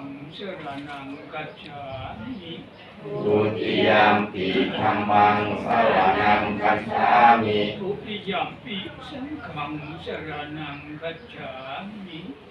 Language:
Pali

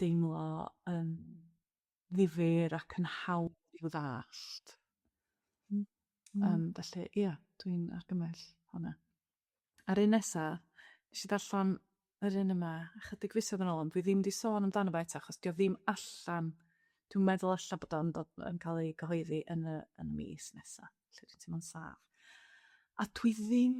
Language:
Welsh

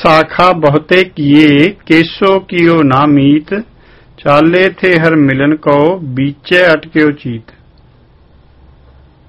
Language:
Punjabi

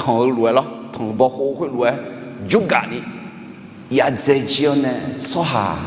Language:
Akha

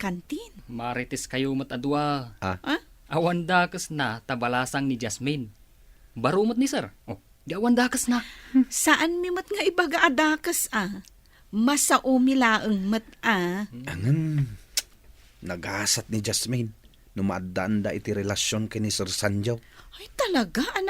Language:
Iloko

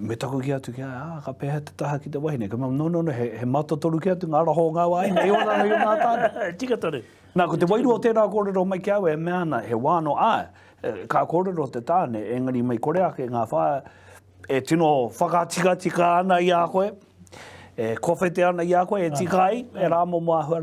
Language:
Māori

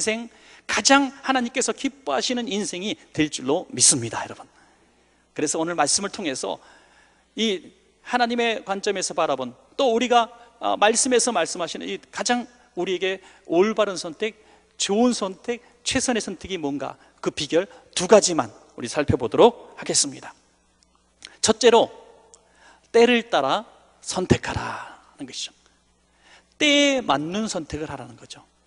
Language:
Korean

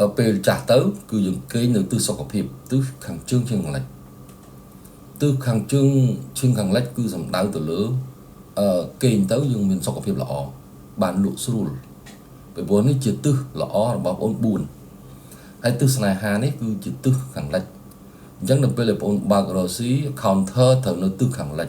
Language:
Khmer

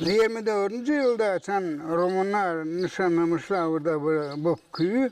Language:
Gagauz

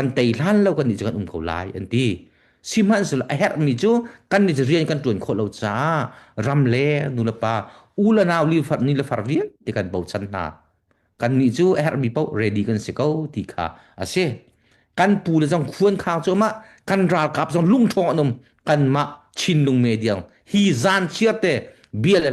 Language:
Hakha Chin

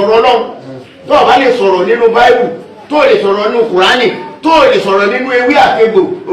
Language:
Yoruba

